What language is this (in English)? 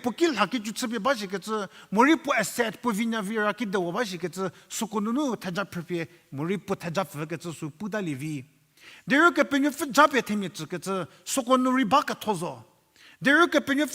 Angami Naga